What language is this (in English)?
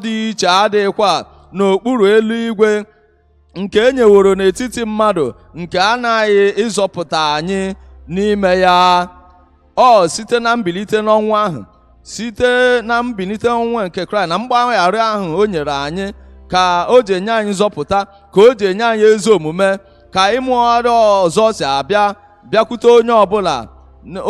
Igbo